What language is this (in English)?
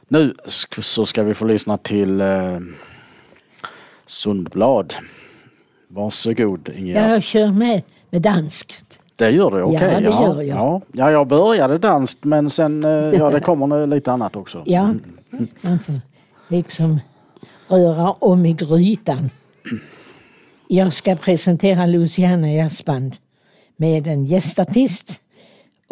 Swedish